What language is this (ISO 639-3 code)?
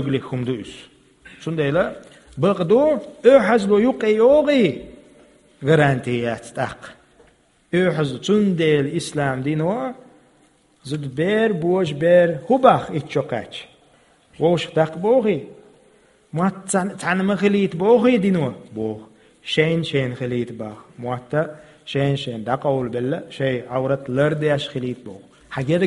che